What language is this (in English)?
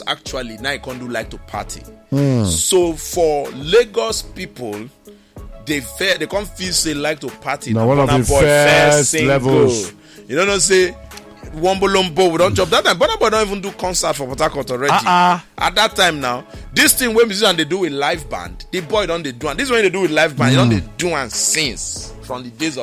Nigerian Pidgin